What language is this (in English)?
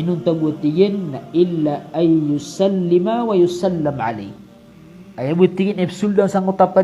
Maranao